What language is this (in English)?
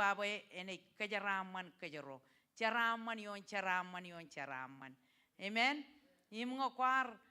Marshallese